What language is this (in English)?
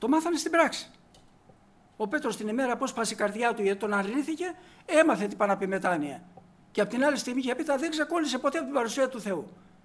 Greek